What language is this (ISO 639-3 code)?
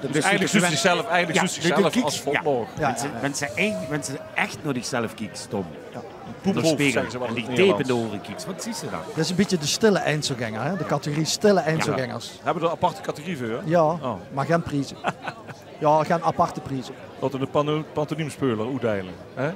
lim